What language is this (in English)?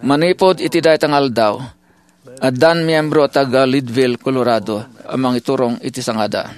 Iloko